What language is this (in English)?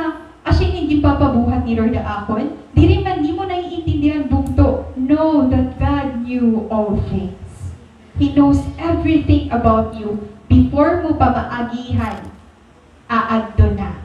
Waray